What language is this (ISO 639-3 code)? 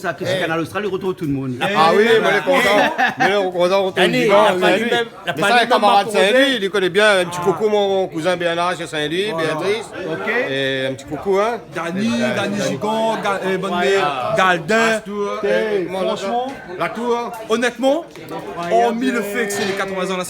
rcf